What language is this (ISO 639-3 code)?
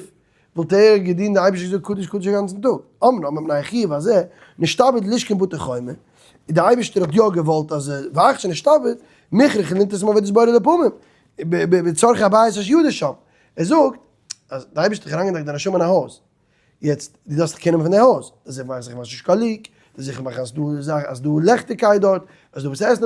yid